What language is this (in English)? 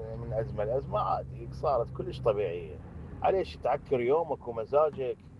Mesopotamian Arabic